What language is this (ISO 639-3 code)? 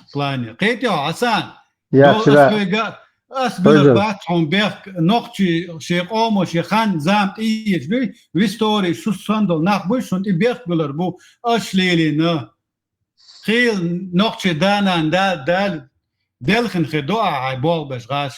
che